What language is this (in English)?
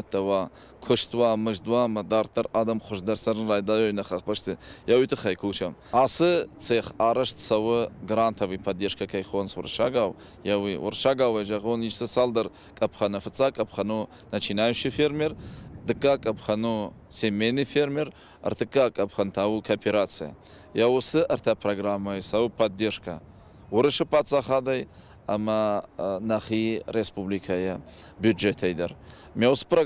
Ossetic